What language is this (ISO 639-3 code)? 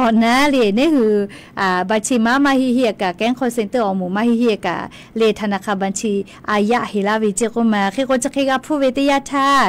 lhu